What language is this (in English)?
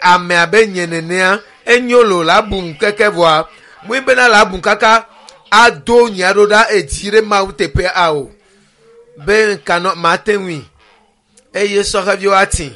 Ewe